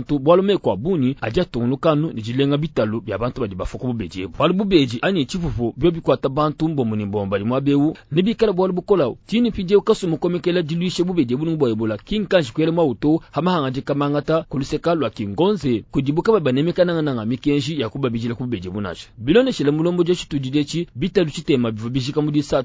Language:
Luba-Lulua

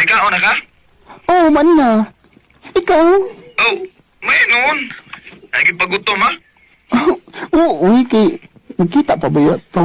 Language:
Cebuano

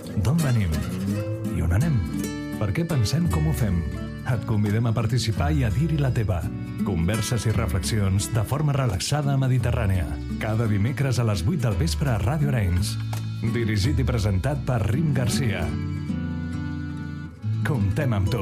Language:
Catalan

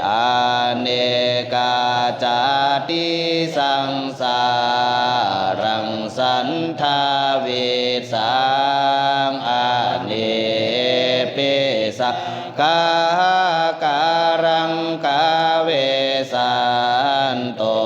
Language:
Pali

